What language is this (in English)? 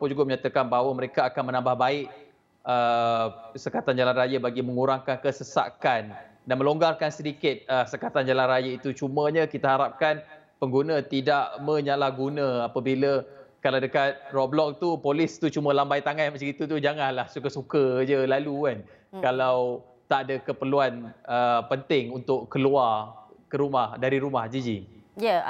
Malay